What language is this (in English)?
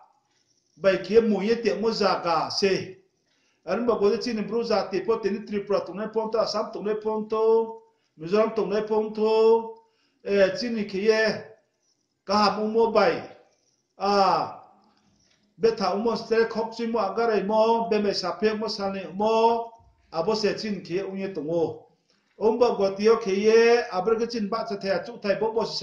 Riang (India)